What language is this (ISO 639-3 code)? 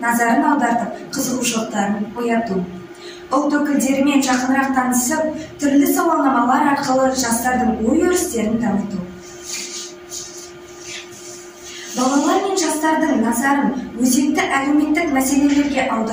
kaz